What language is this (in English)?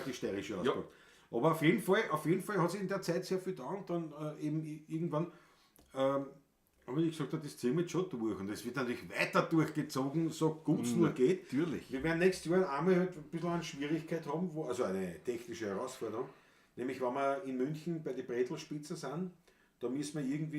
Bavarian